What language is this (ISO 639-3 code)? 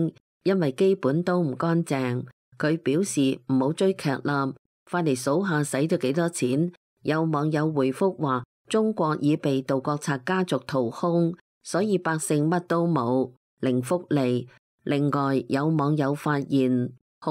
yue